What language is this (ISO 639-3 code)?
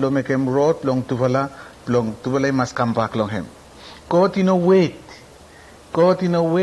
bis